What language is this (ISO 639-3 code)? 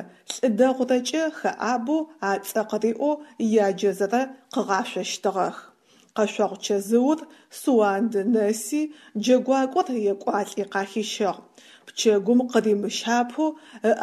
ady